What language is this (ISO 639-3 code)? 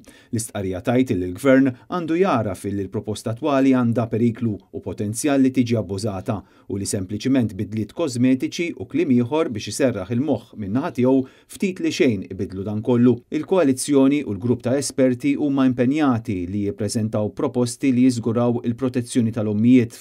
mlt